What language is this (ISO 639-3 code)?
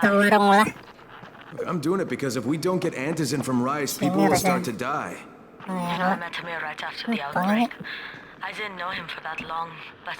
bjn